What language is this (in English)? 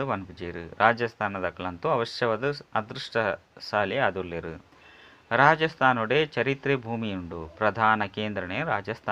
Tulu